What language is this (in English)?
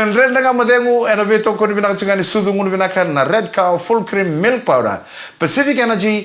Fijian